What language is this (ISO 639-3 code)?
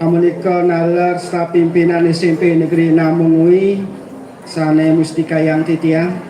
ban